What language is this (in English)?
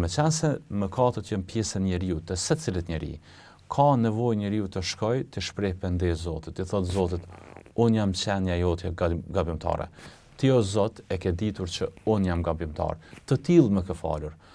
Albanian